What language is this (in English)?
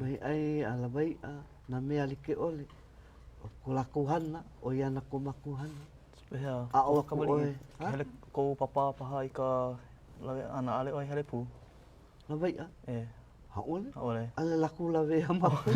Hawaiian